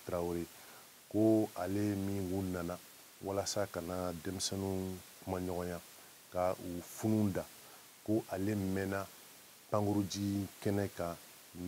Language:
Bambara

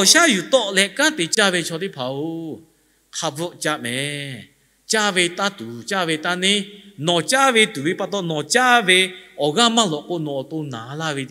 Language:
Lahu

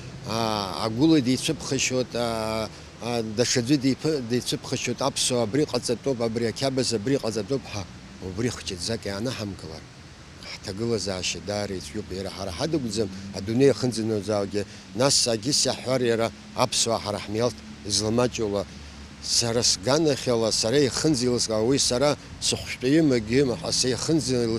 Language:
Abkhazian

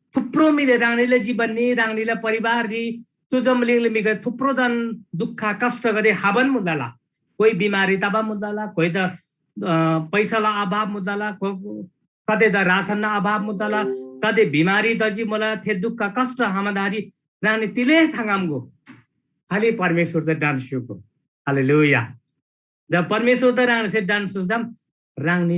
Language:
Eastern Tamang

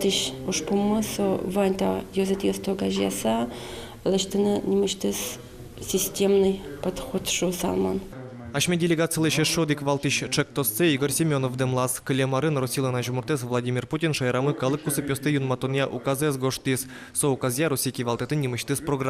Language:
Udmurt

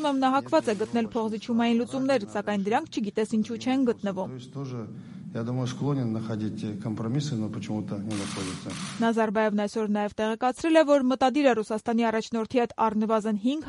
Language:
Armenian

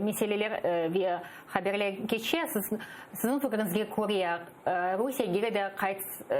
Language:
Crimean Tatar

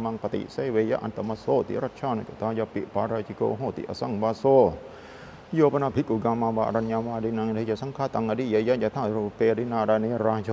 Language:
Pali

